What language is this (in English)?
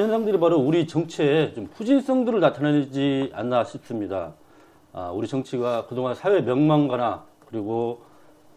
Korean